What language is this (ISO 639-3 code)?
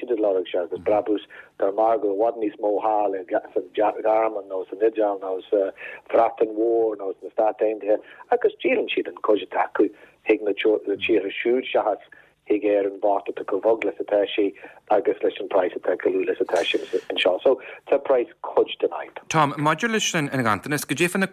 gle